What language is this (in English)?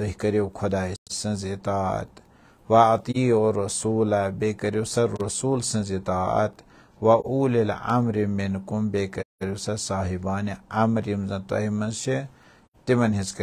Kashmiri